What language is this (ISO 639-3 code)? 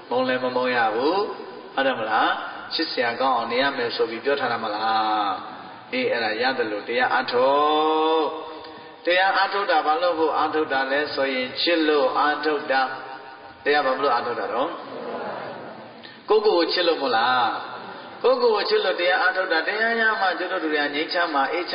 mya